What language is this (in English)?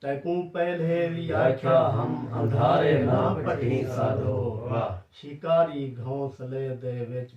Saraiki